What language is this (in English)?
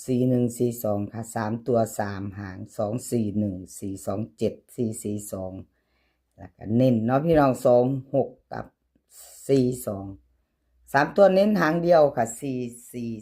Northeastern Thai